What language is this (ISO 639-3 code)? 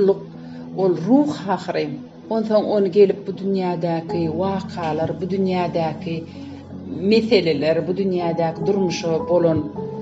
tuk